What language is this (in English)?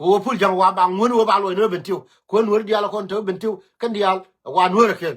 Nuer